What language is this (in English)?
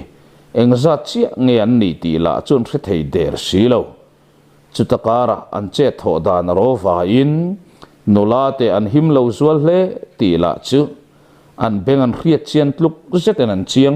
Mizo